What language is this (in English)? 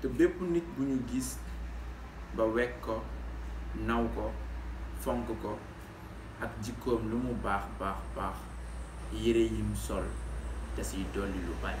Wolof